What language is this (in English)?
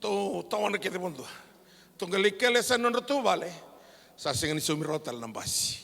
Fijian